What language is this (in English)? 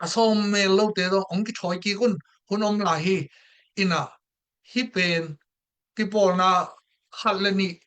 Tedim Chin